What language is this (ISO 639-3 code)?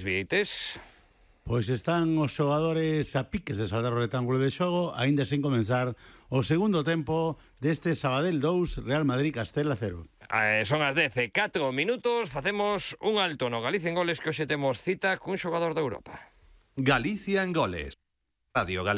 glg